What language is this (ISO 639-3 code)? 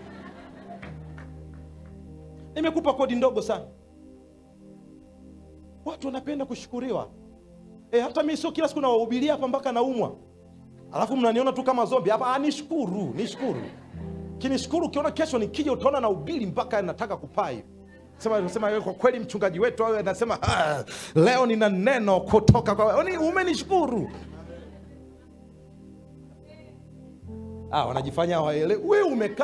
swa